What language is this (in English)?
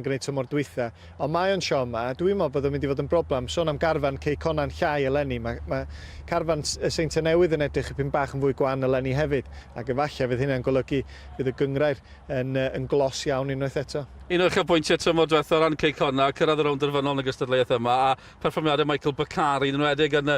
Welsh